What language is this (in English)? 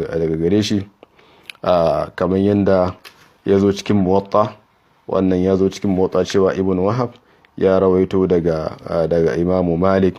Hausa